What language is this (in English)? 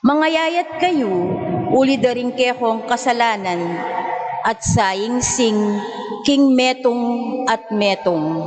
Pampanga